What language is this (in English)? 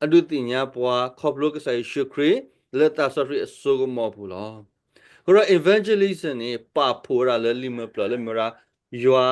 S'gaw Karen